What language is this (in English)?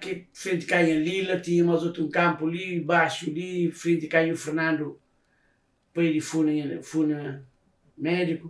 Kabuverdianu